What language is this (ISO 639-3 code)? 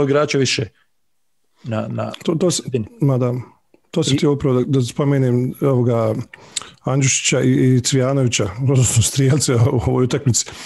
bos